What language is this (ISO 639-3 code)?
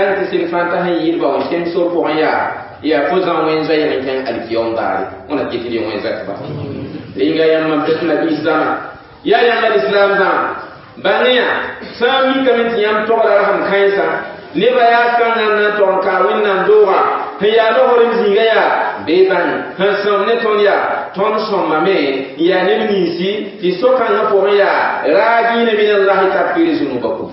mos